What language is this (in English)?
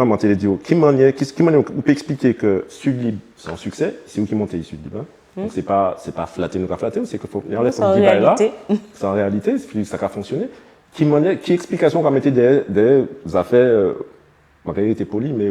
Guadeloupean Creole French